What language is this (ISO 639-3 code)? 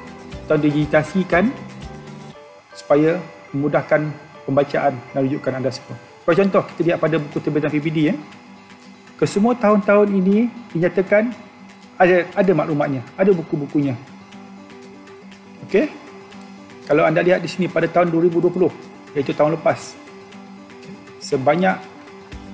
msa